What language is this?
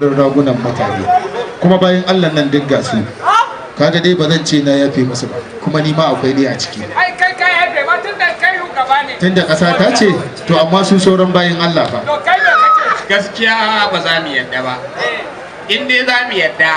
Hausa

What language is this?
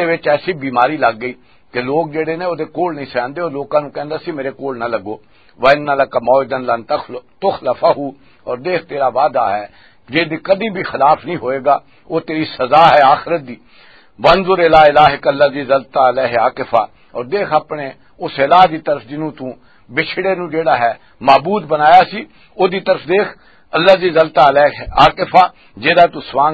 Western Panjabi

